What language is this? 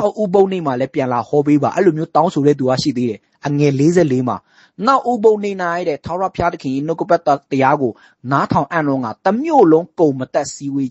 Burmese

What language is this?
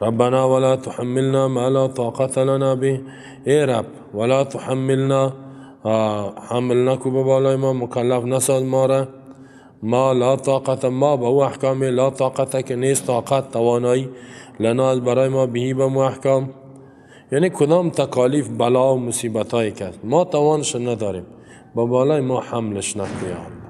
Persian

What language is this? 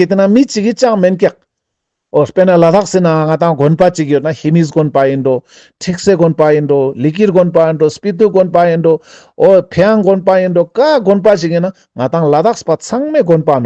Ladakhi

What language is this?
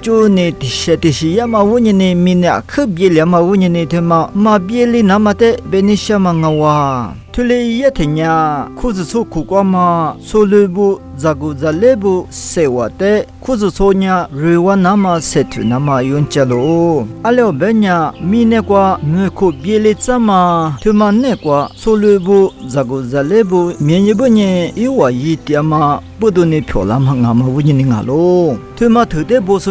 Lisu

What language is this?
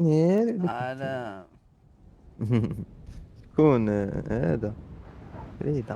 Moroccan Arabic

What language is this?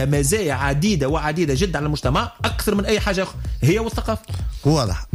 Tunisian Arabic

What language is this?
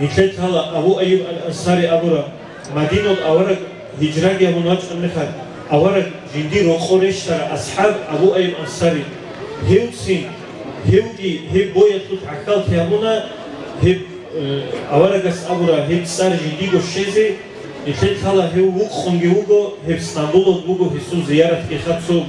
Avaric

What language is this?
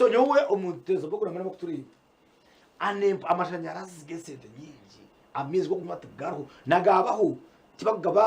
Nyankole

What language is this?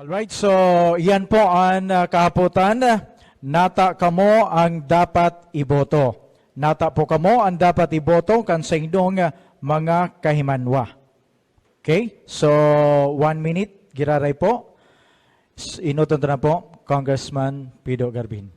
Bikol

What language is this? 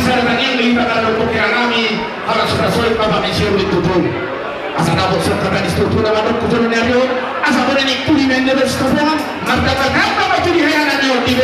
Batak Toba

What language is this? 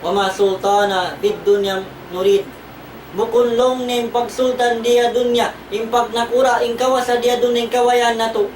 Tausug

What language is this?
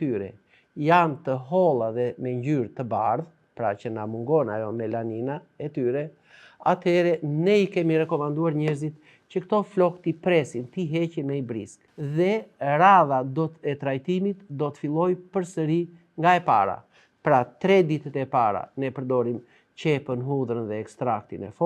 Albanian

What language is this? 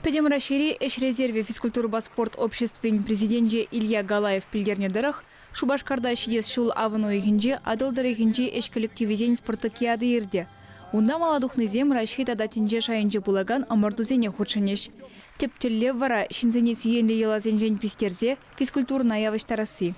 Chuvash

